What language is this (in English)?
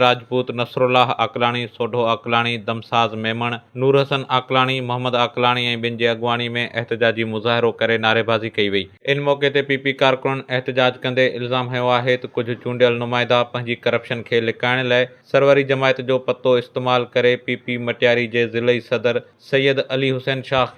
Sindhi